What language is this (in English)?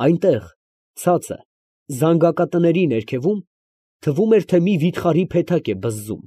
Armenian